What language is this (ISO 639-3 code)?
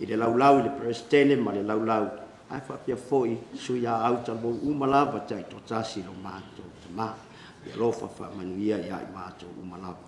smo